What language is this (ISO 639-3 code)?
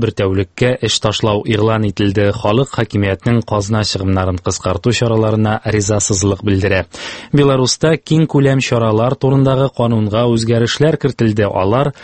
tat